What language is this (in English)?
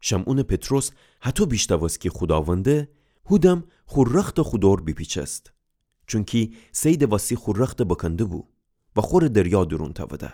Gilaki